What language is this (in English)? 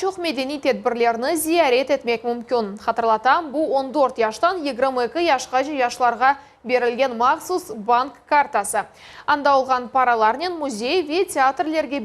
Crimean Tatar